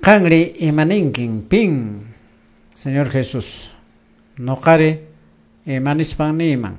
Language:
Quechua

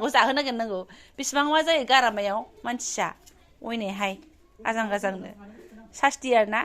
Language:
Bodo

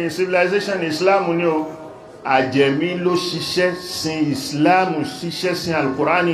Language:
Yoruba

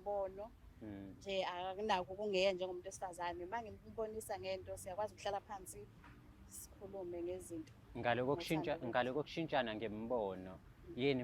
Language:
Zulu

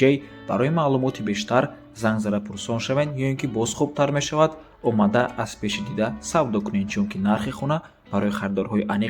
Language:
Tajik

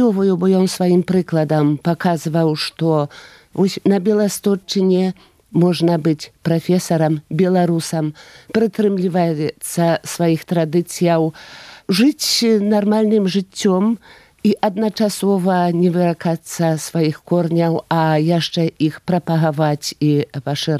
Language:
Belarusian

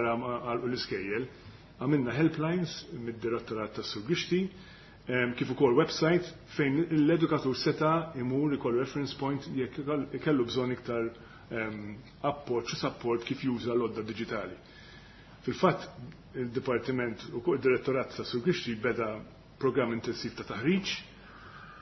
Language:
Maltese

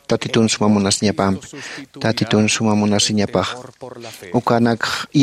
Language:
Aymara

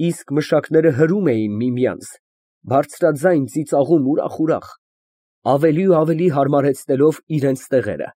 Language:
Armenian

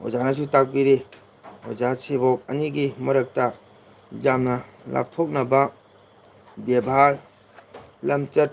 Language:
Manipuri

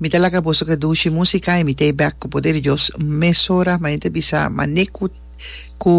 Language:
Papiamento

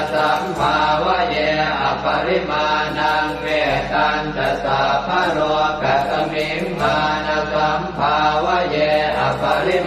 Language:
Pali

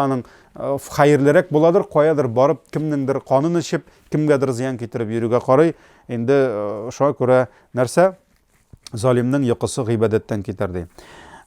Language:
Tatar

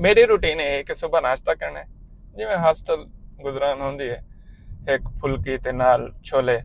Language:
Saraiki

